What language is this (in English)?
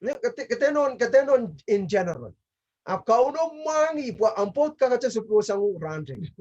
Pohnpeian